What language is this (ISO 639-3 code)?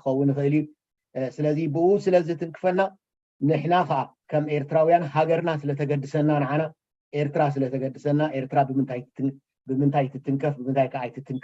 tir